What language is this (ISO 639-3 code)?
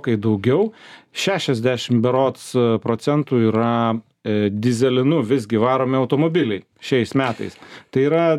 lit